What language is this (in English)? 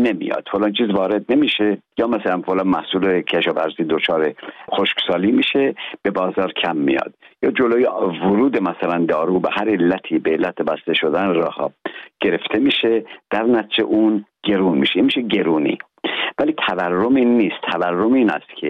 Persian